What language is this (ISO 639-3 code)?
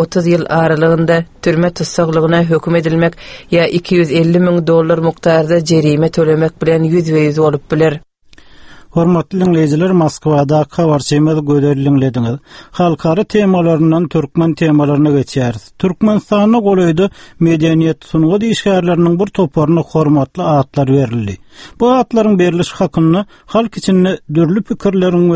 tuk